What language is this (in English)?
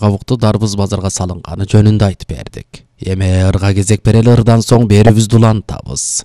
Kyrgyz